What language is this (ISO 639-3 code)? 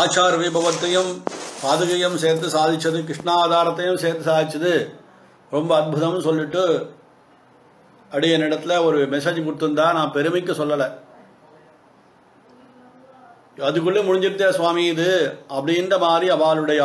tam